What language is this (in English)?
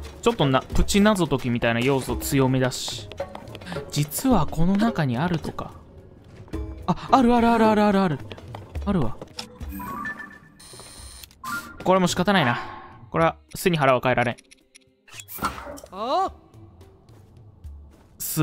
Japanese